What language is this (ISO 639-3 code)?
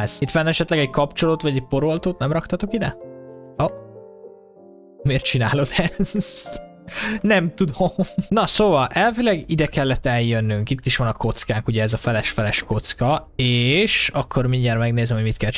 hun